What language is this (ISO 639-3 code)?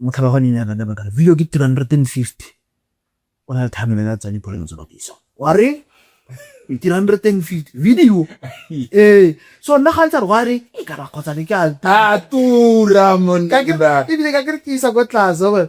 tsn